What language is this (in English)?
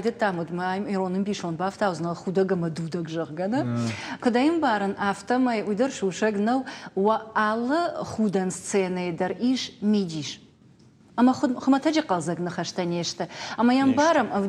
Ossetic